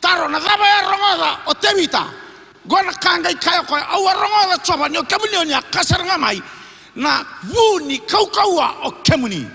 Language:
Fijian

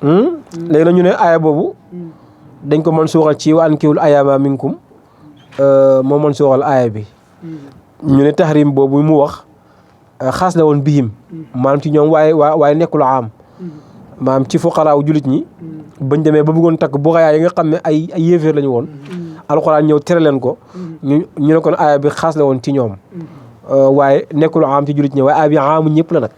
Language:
Wolof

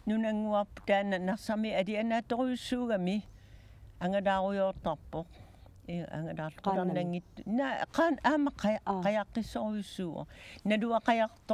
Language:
Kalaallisut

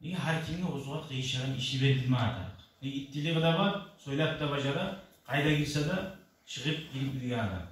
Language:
Kumyk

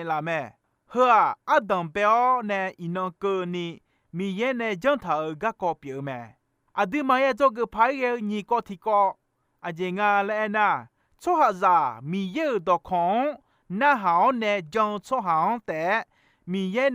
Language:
Akha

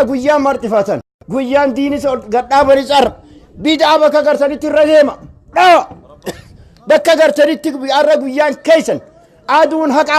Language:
Oromo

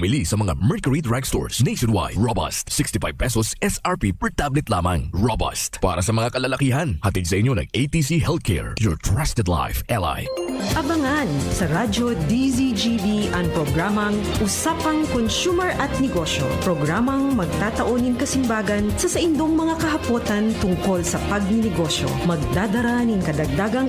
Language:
Bikol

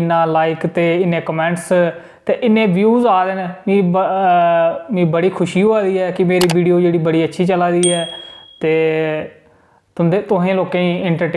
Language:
Dogri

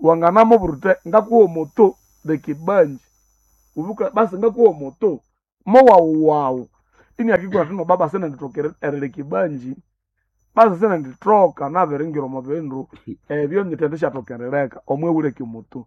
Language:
Nande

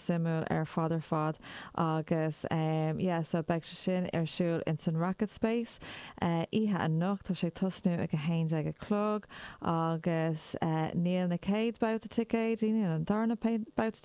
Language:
Irish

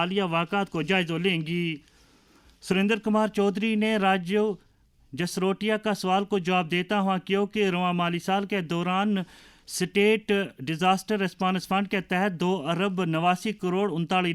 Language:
Gujari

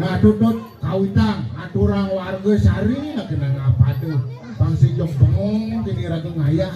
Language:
Balinese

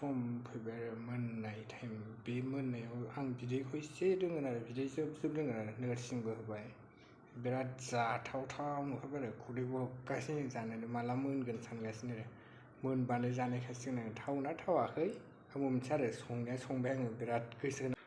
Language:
Bodo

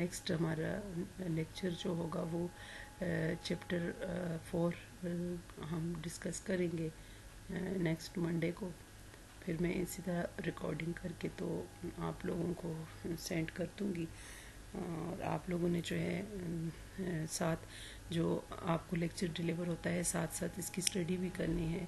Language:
Urdu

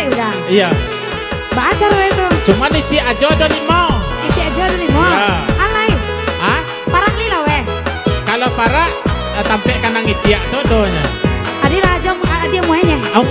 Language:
Minangkabau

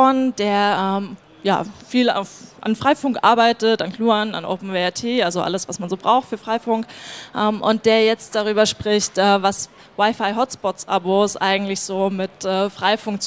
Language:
German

